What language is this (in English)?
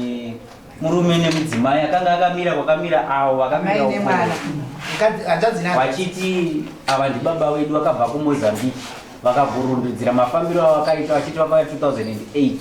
Shona